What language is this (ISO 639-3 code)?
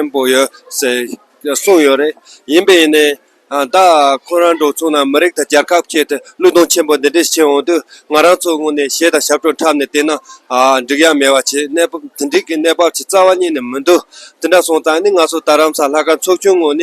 bod